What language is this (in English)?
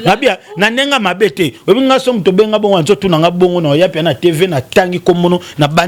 Lingala